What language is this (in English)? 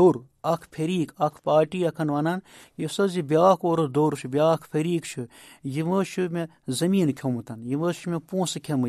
Kashmiri